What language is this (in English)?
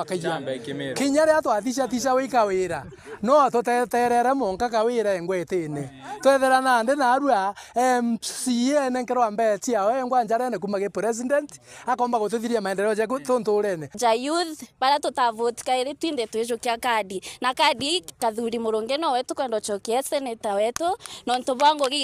Meru